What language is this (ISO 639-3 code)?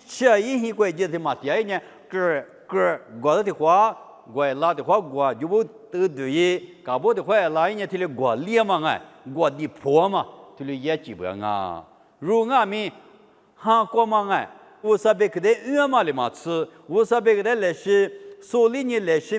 lis